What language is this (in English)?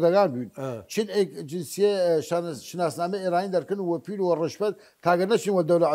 Southern Kurdish